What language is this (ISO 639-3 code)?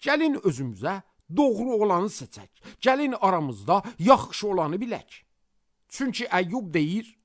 aze